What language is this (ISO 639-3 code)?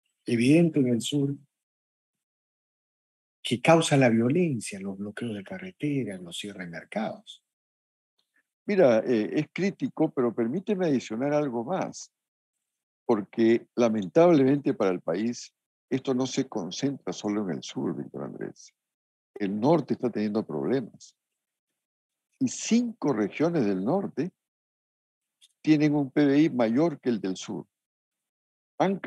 spa